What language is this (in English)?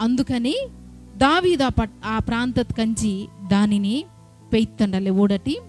Koya